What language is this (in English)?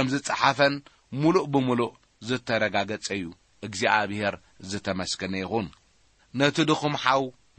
Tigrinya